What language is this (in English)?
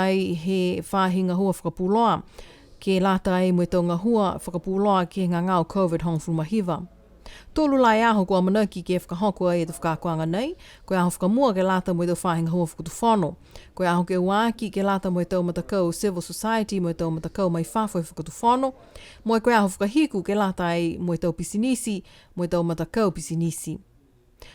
Niuean